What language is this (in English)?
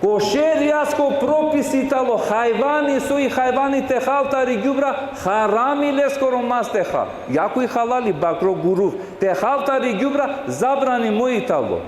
Balkan Romani